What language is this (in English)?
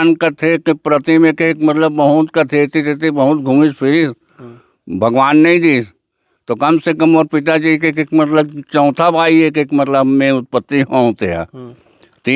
Chhattisgarhi